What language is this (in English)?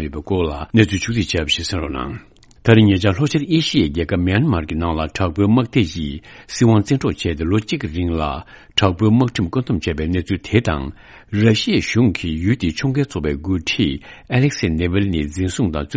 Tibetan